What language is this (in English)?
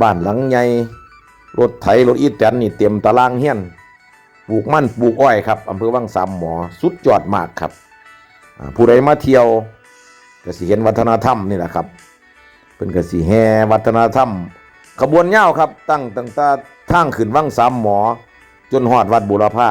Northeastern Thai